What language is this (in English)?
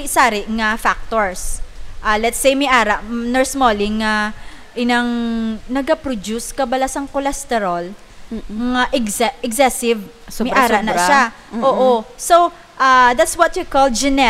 Hiligaynon